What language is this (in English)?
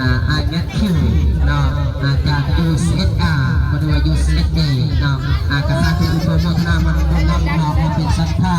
Northeastern Thai